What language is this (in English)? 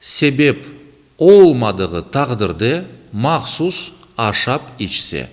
Crimean Tatar